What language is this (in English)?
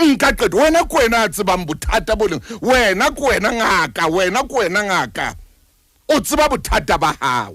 Southern Sotho